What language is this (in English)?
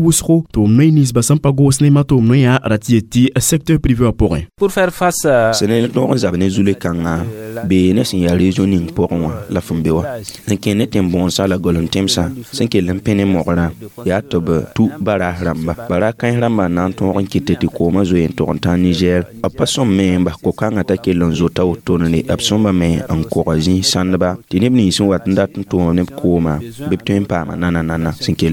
Mossi